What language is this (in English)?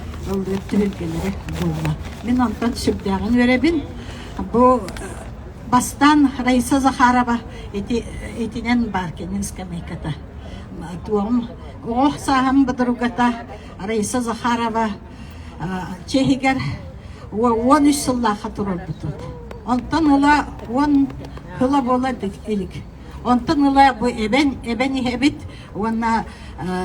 Yakut